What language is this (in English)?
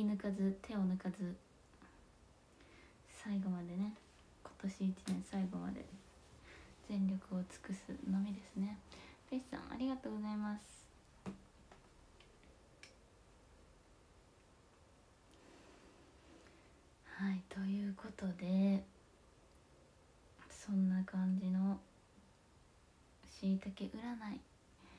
Japanese